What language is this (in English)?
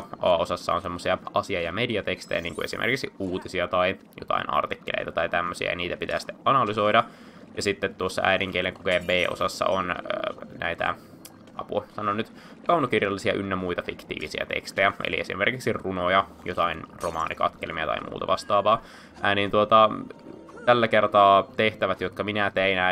Finnish